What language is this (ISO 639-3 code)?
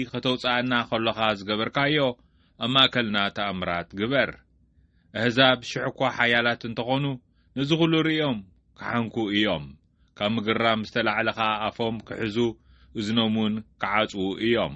tir